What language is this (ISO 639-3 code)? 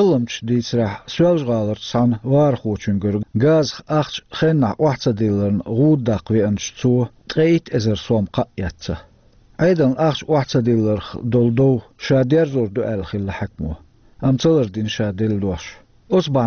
che